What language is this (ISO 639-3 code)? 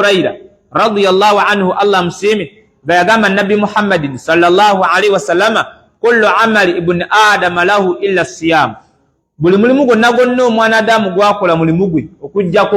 lug